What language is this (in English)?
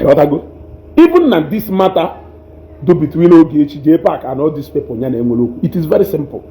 Igbo